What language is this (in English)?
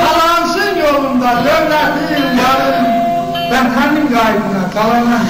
South Azerbaijani